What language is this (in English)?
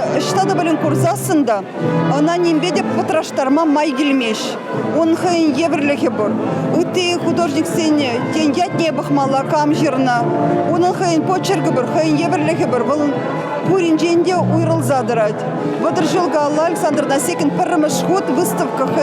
Chuvash